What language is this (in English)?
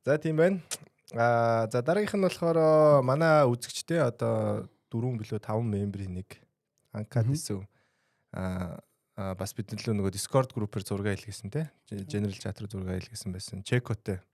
Mongolian